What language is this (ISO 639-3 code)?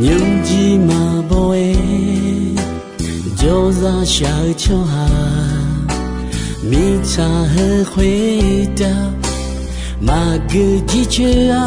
ahk